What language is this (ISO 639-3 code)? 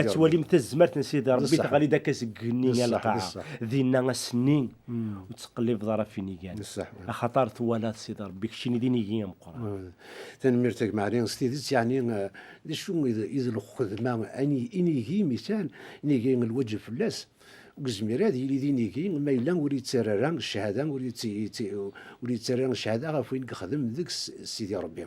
kab